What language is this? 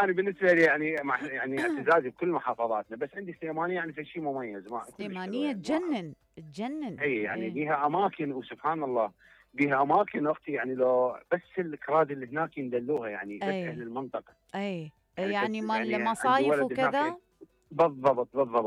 Mesopotamian Arabic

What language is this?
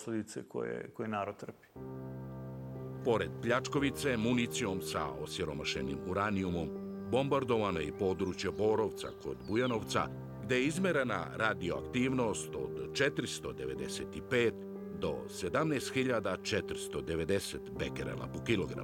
Serbian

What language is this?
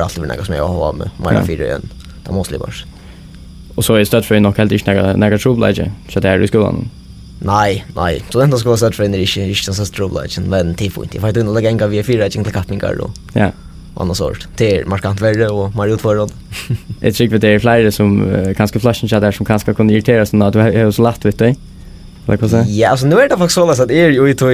Faroese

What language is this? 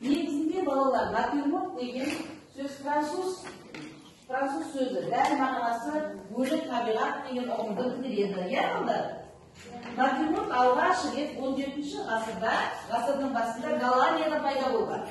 Kazakh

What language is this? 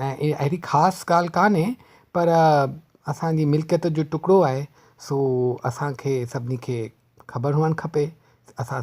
Sindhi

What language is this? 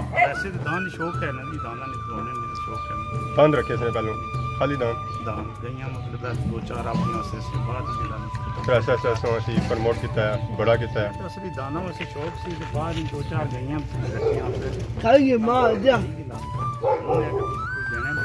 Pahari-Potwari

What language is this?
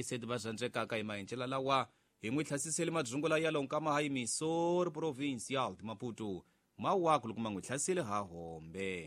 Tsonga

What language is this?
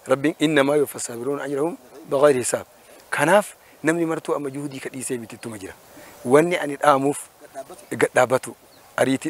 Oromo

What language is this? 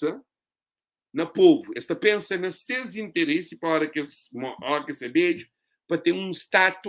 Kabuverdianu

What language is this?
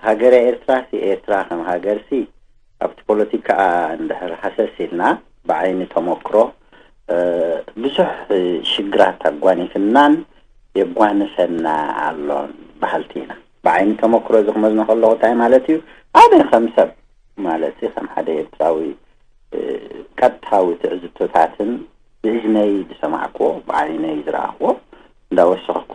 Tigrinya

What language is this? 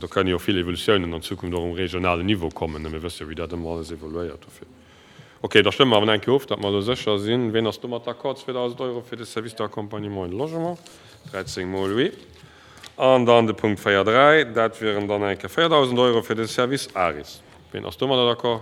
Luxembourgish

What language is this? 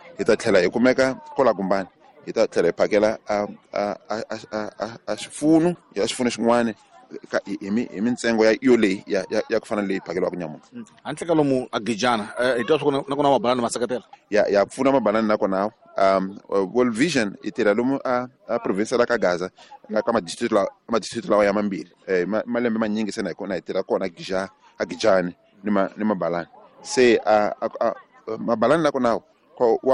Tsonga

